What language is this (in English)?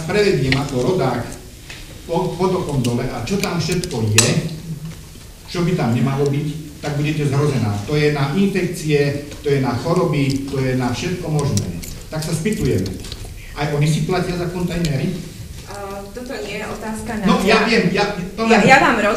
Slovak